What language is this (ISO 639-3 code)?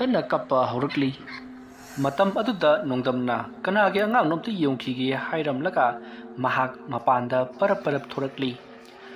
mni